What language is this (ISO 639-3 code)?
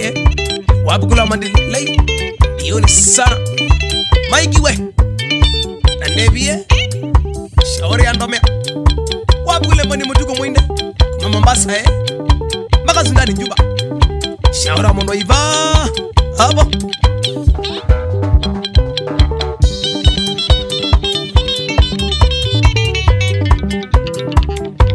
swa